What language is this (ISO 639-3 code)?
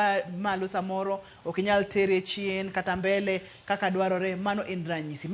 luo